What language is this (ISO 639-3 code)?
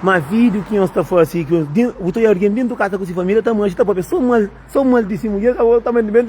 kea